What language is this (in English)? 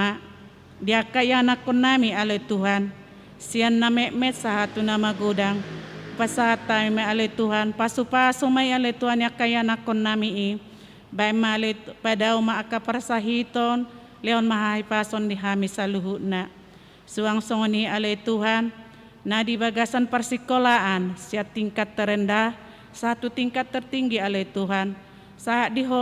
Batak Toba